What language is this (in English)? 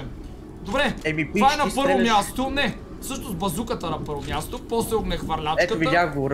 Bulgarian